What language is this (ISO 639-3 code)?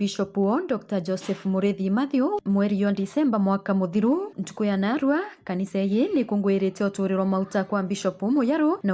mer